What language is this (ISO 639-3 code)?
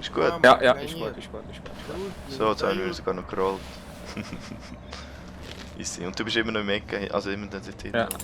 gsw